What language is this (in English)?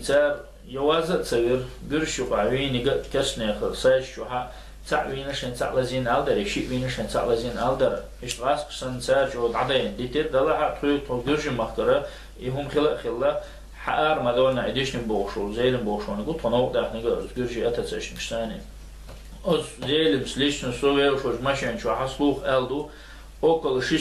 Chechen